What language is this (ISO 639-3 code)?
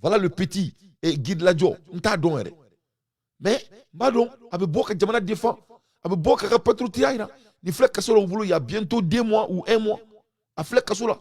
bam